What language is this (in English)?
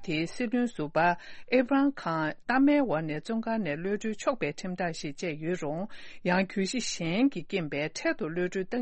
Tibetan